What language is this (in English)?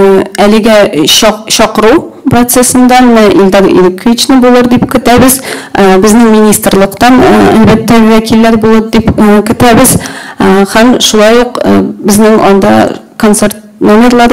Tatar